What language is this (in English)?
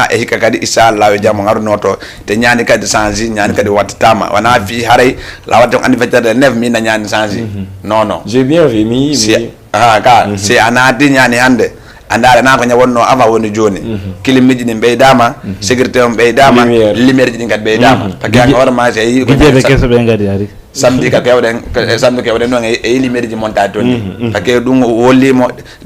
Fula